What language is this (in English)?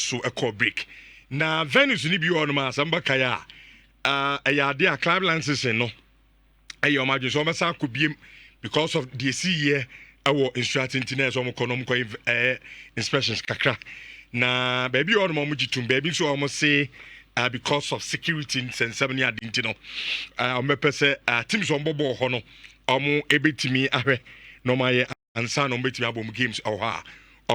Akan